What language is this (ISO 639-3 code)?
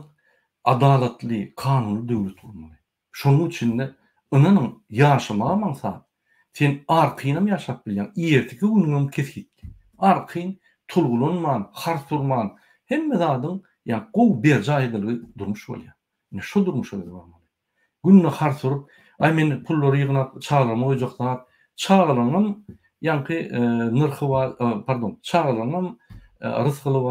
tuk